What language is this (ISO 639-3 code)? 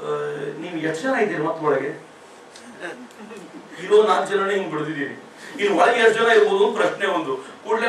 kan